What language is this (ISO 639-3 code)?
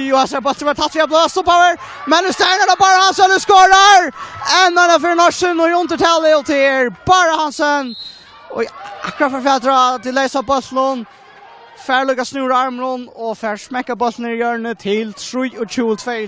fao